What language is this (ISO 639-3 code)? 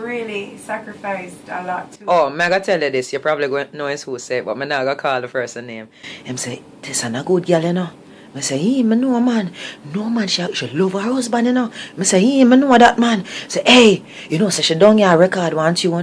jam